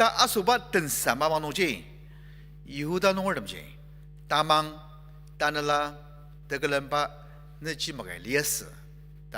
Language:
Ao Naga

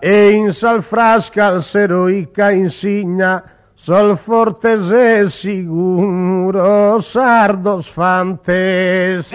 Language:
Sardinian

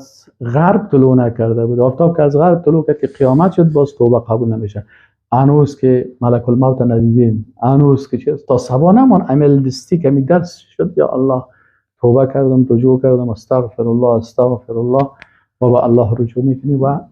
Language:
Persian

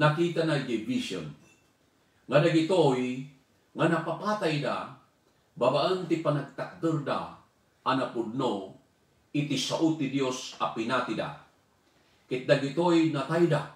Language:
Iloko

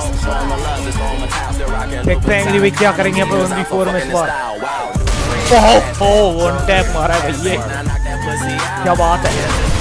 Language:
Hindi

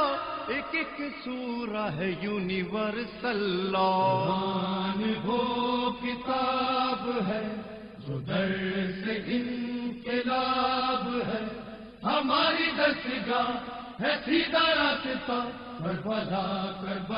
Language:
Urdu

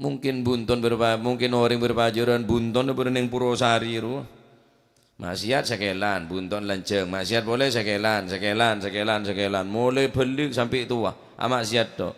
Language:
Madurese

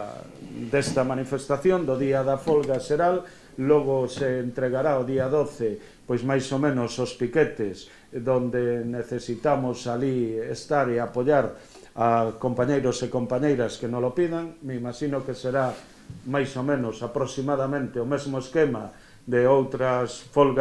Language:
Galician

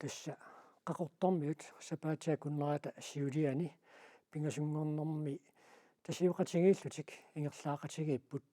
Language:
Kalaallisut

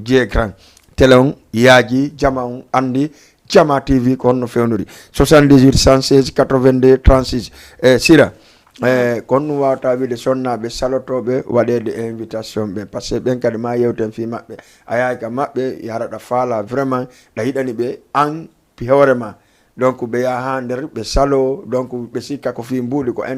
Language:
Fula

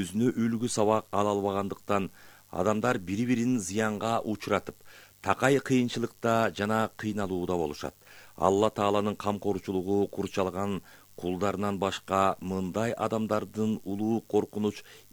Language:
Kyrgyz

